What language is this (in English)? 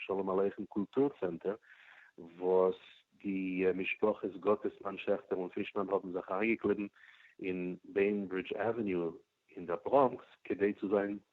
Yiddish